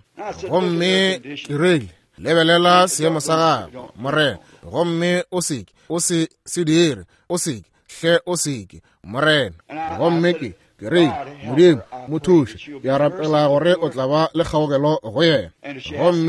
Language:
Northern Sotho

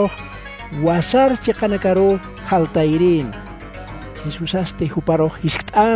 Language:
Aymara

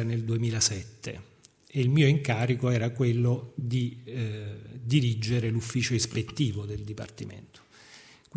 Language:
Italian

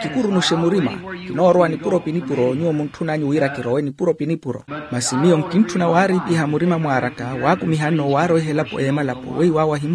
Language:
Makhuwa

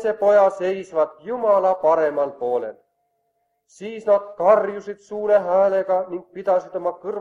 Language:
Estonian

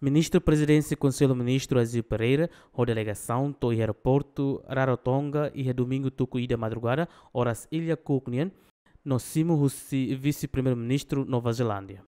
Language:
Tetum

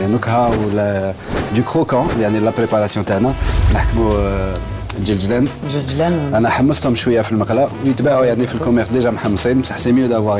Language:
Algerian Arabic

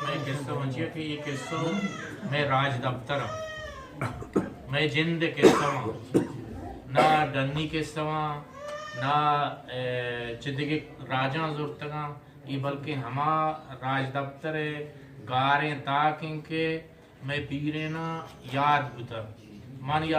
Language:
Eastern Balochi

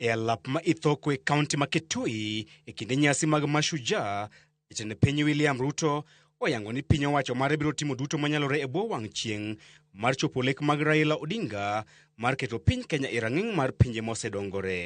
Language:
Luo (Kenya and Tanzania)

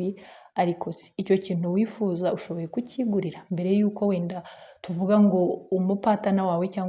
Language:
Kinyarwanda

